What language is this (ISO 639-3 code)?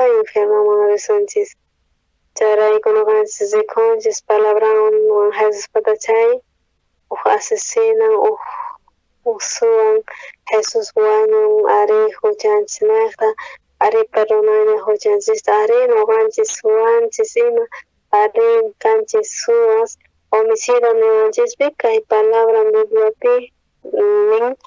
quh